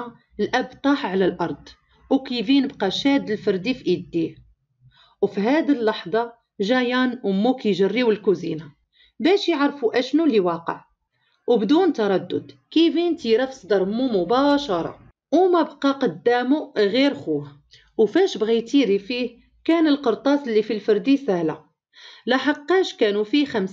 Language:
Moroccan Arabic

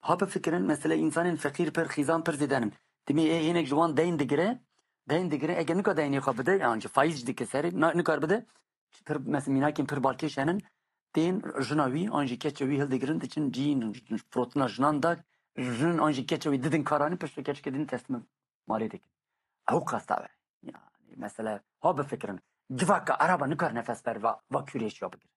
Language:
Kurdish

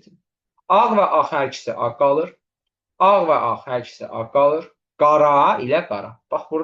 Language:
Azerbaijani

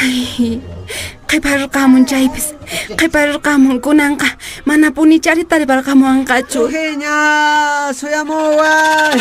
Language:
Quechua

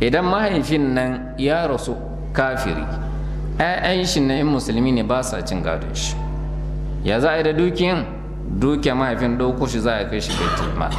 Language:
Hausa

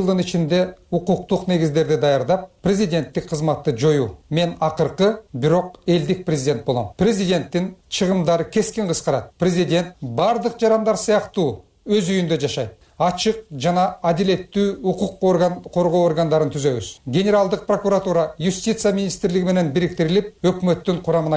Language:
Kyrgyz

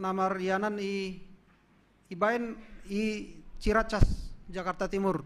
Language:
Batak Simalungun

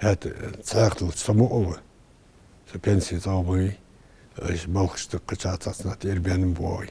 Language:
Ingush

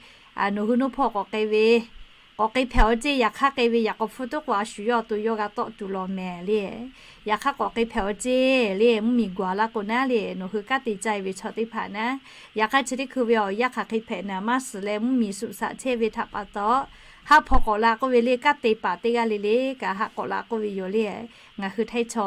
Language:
Lahu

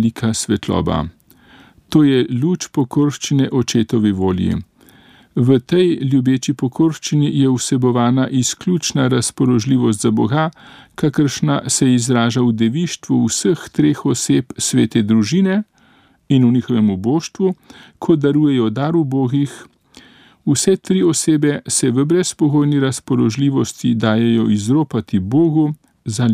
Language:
Slovenian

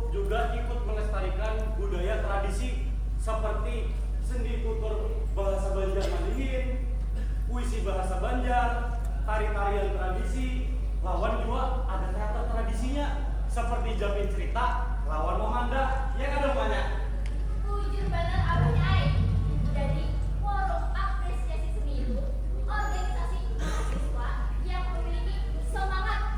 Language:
Banjar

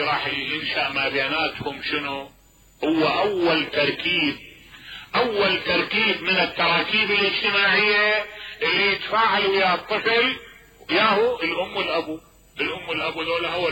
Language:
Mesopotamian Arabic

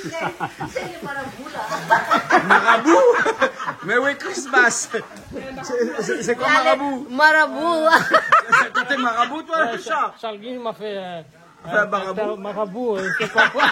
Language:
Réunion Creole French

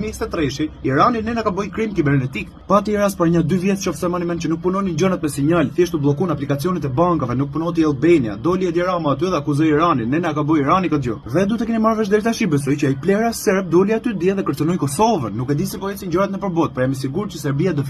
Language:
Albanian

